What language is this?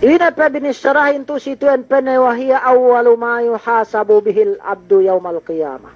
Yakan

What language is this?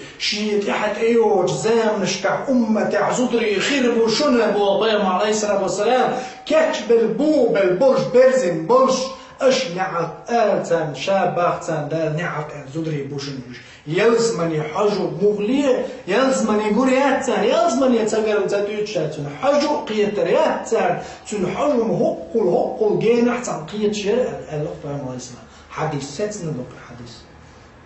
Chechen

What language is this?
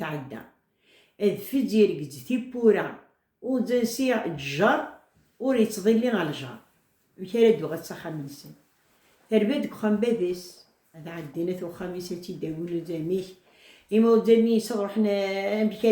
Kabyle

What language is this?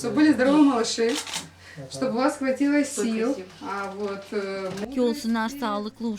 Gagauz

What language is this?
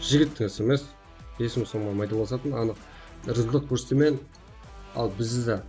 Kara-Kalpak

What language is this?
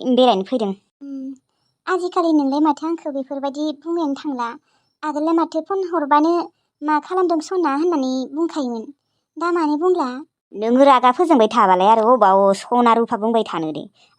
Bodo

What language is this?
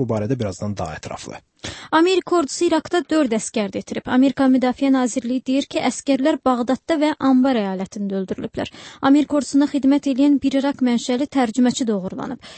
Azerbaijani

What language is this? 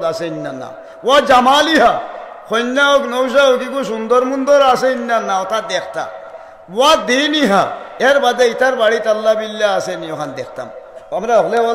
Sylheti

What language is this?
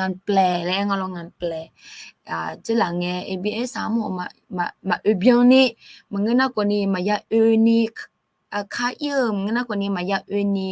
Akha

